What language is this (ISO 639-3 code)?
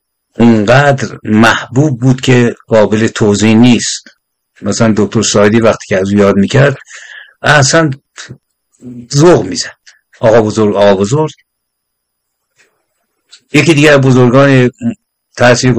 fas